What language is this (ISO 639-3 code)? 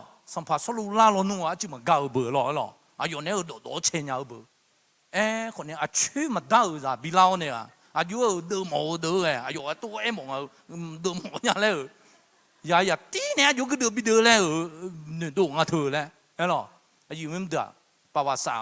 ahk